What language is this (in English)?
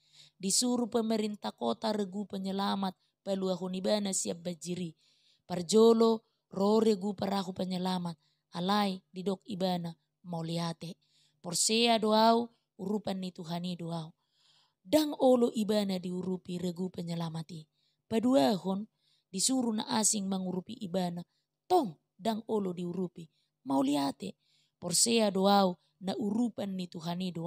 Batak Toba